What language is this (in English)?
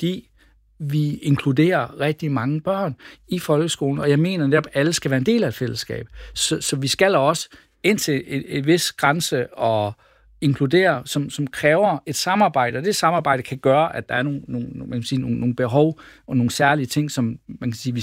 Danish